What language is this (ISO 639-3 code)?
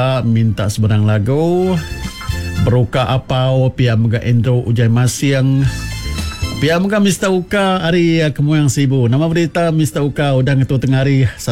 iba